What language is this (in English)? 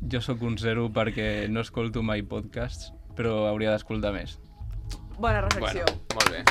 Catalan